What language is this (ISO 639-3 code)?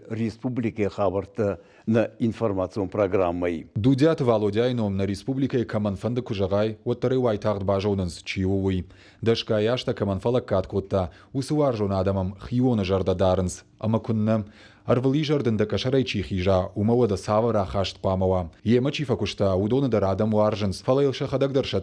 oss